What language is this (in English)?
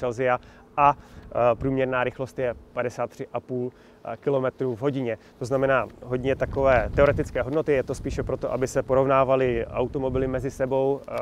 Czech